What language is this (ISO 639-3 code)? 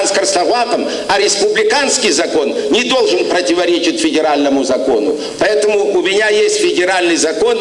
kbd